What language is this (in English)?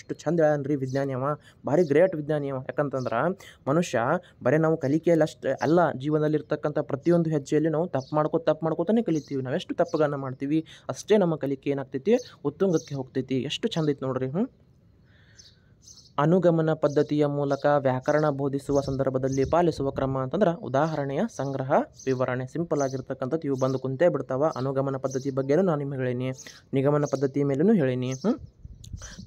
Kannada